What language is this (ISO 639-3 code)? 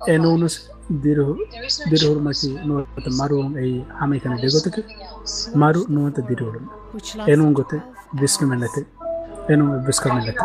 div